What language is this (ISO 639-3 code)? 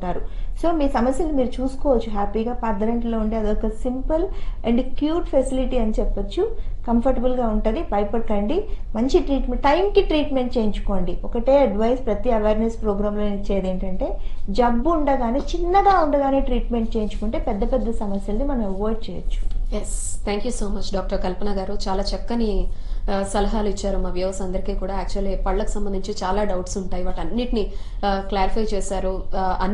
tel